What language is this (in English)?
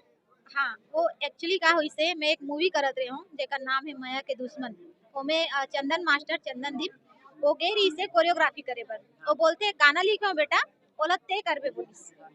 Chhattisgarhi